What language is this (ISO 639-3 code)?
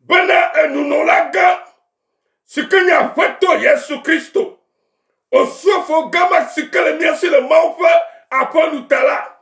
ewe